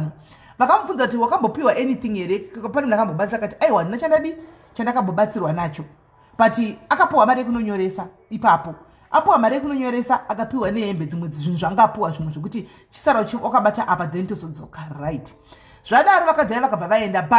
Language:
Shona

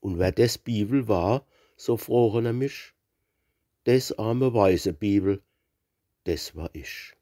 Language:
Palatine German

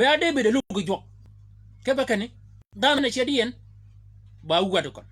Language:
Shilluk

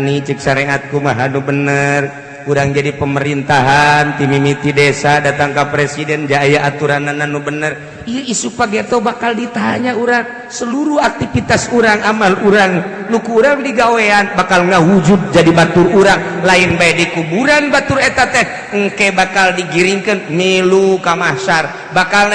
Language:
Sundanese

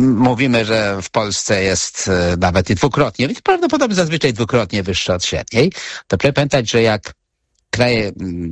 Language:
Polish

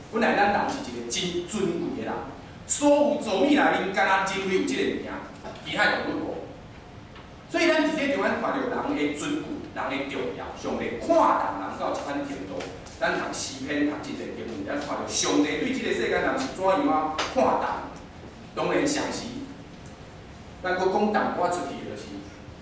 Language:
Min Nan Chinese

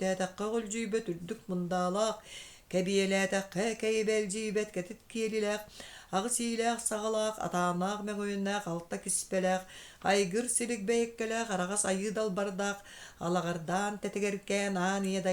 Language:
Yakut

